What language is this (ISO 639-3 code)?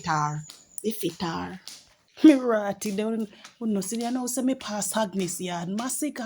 jam